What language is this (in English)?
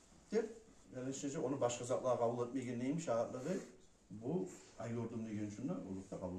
Kumyk